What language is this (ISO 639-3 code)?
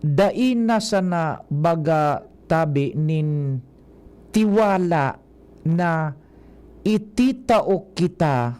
bik